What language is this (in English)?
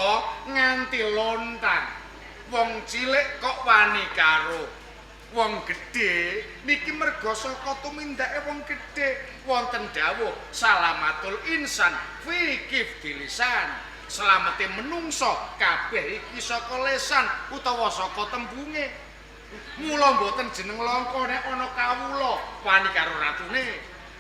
Javanese